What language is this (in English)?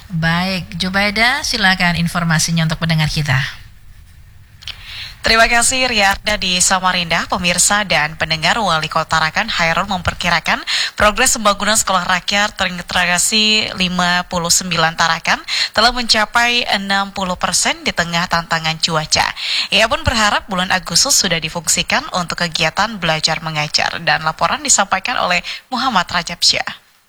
Indonesian